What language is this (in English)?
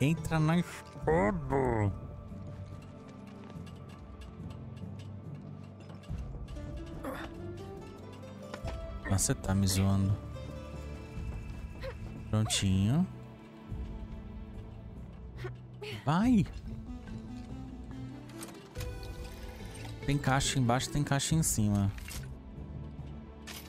Portuguese